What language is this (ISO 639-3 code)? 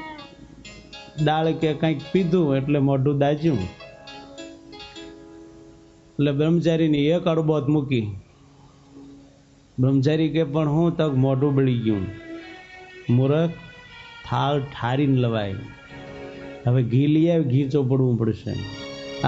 guj